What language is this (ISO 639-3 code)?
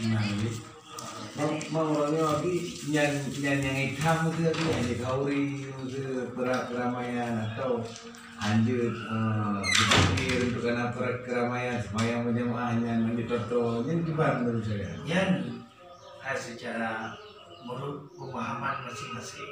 ace